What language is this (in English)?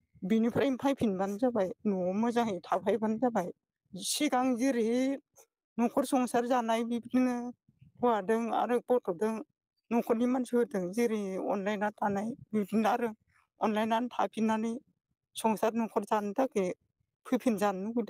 Bodo